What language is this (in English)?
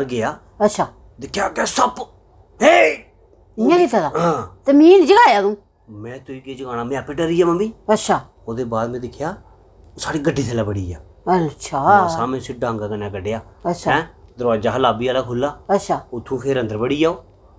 Dogri